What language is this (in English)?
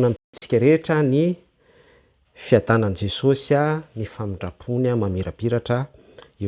Malagasy